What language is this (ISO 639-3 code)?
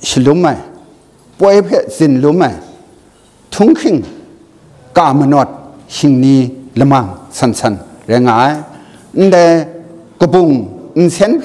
kac